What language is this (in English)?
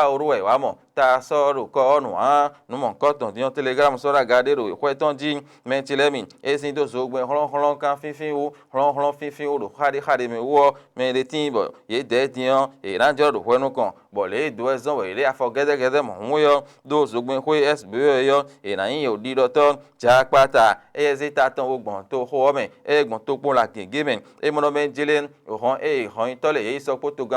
Fon